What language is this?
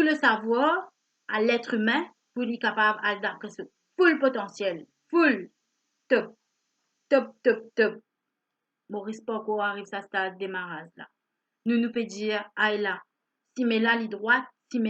Morisyen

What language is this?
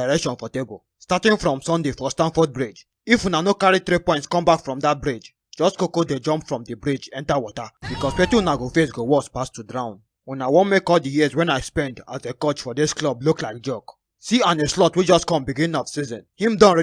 Nigerian Pidgin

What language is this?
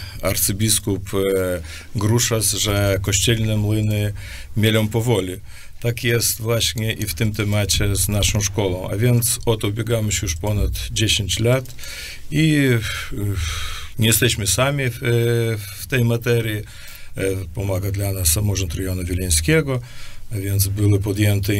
Polish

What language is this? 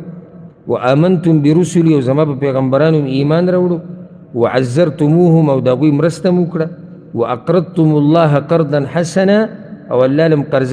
Pashto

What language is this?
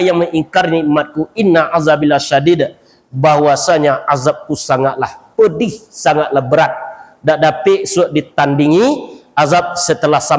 Minangkabau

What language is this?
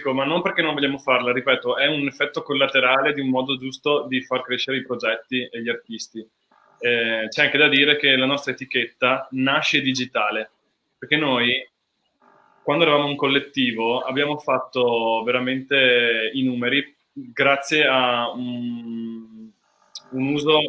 Italian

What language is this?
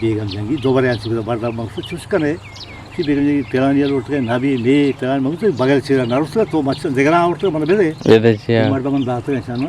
Eastern Balochi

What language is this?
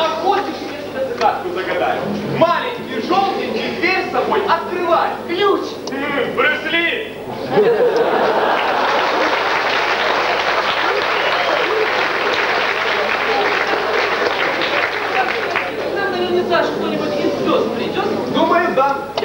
Russian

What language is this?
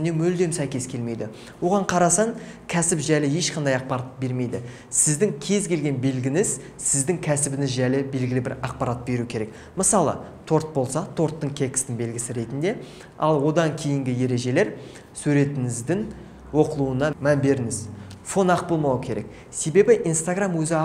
Kazakh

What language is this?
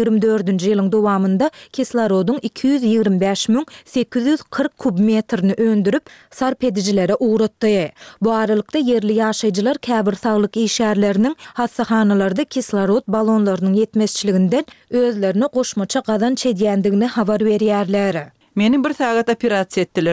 Turkmen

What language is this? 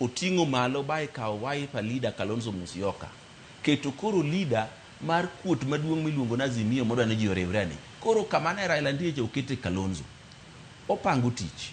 Luo (Kenya and Tanzania)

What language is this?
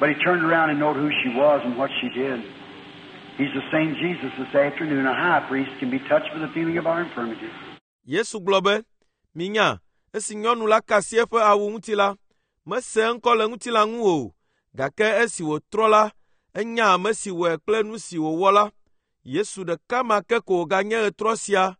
Ewe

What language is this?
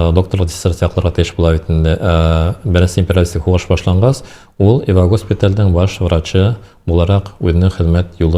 Bashkir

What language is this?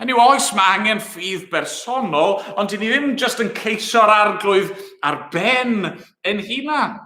Welsh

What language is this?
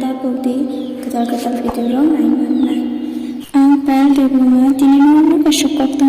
Kok Borok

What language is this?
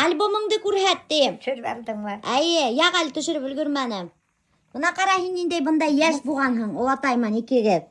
Bashkir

